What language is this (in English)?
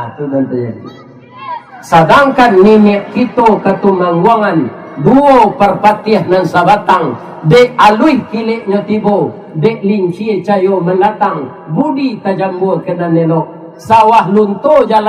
Minangkabau